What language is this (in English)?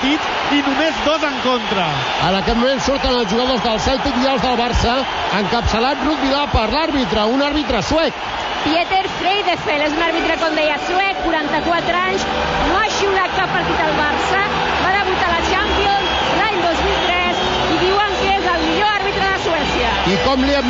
Catalan